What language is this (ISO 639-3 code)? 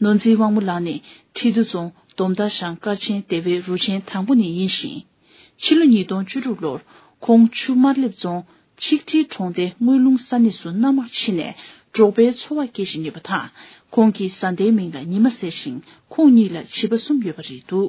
bod